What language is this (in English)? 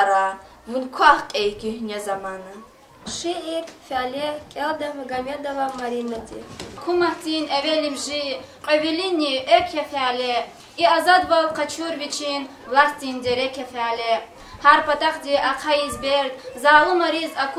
Lezghian